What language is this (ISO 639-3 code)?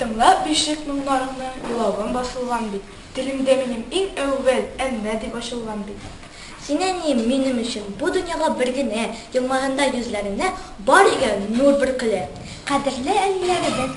tat